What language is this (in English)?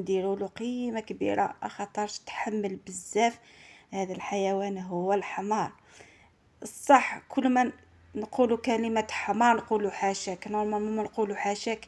Algerian Arabic